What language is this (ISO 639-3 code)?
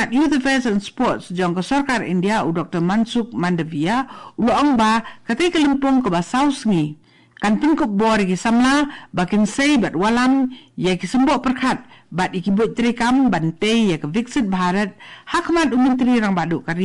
kha